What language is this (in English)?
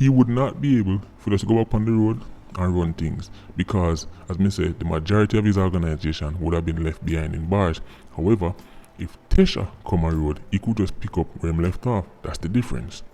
Jamaican Creole English